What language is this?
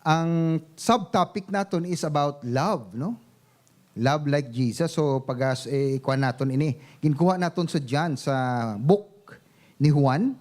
Hiligaynon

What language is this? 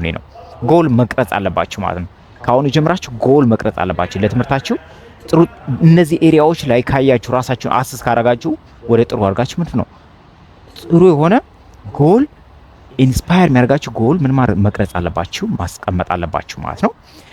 Amharic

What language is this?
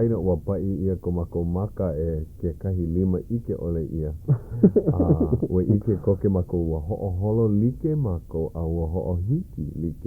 Hawaiian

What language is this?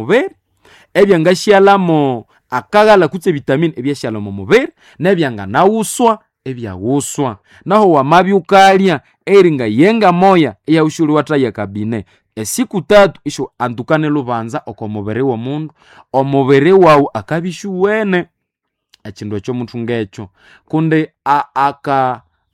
Nande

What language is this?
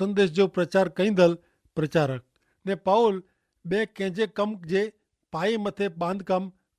Kachhi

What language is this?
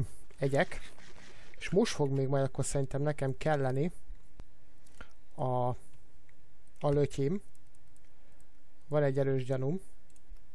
Hungarian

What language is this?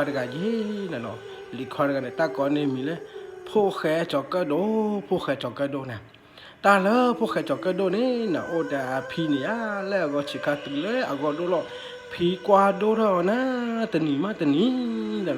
S'gaw Karen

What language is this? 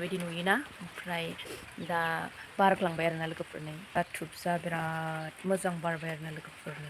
Bodo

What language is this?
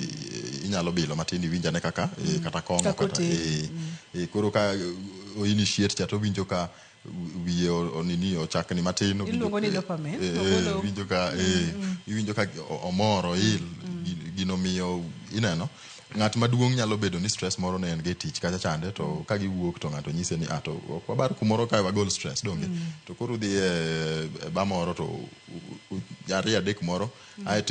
Luo (Kenya and Tanzania)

